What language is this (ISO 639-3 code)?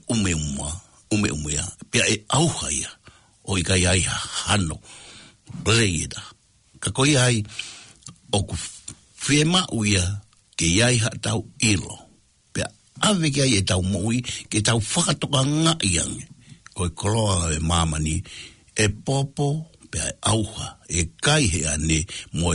ton